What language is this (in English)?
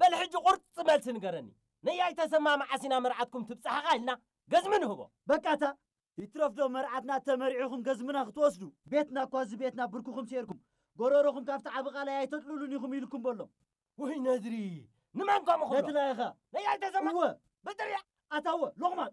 Tigrinya